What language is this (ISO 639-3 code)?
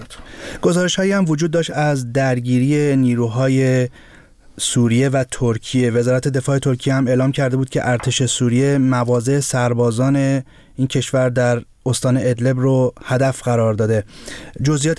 fas